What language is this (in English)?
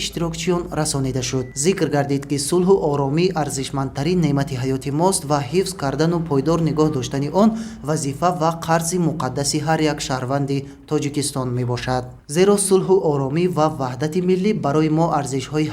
Tajik